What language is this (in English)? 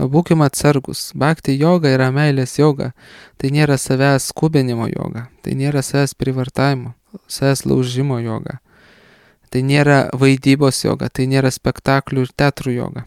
Lithuanian